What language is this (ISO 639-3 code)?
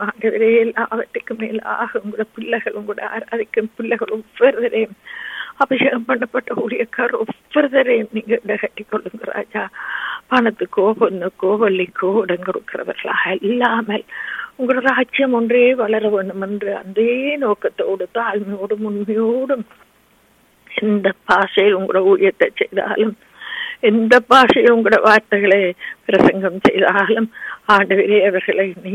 tam